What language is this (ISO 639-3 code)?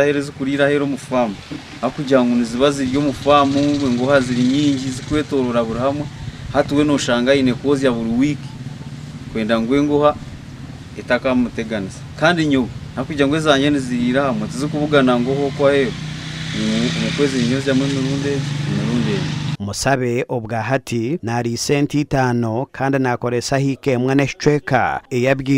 nyn